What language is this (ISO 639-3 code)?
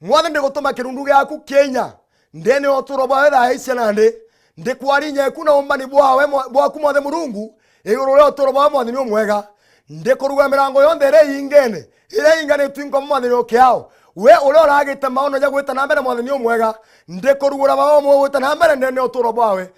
mer